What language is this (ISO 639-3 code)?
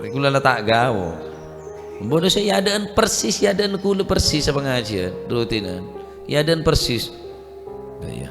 mad